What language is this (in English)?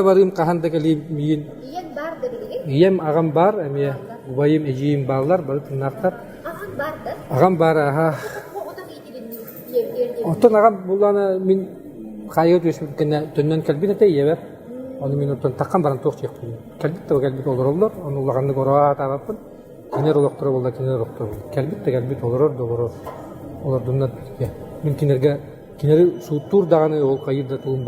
Yakut